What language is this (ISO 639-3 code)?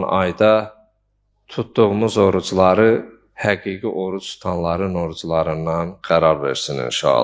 aze